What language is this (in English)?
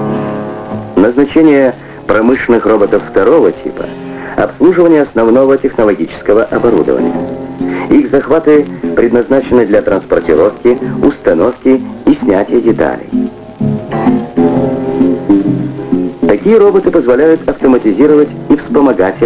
Russian